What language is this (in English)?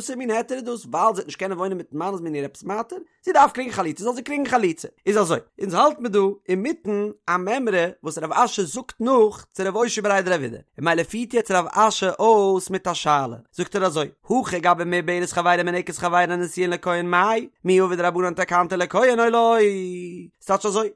Yiddish